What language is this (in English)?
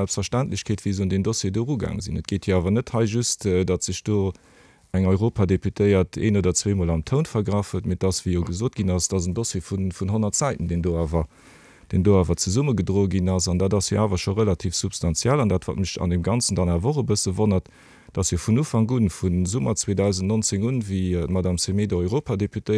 Luxembourgish